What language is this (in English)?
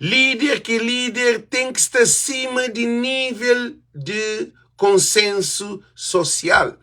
Kabuverdianu